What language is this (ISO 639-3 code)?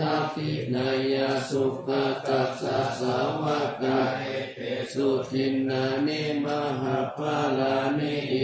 pli